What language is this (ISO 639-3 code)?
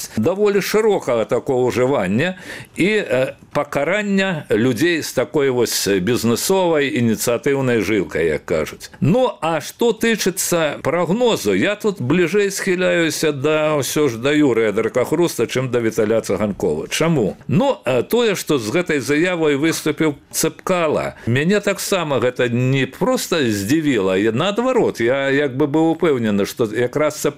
bel